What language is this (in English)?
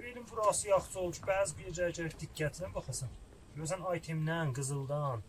South Azerbaijani